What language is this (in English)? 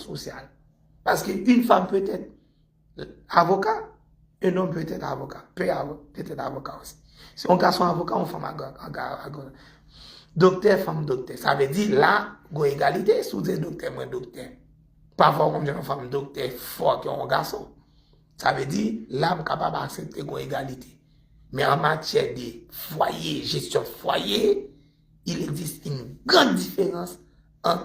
Haitian Creole